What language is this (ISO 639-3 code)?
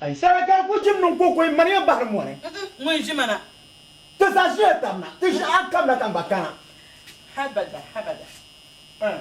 dag